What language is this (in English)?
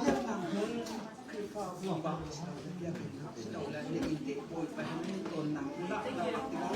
Hakha Chin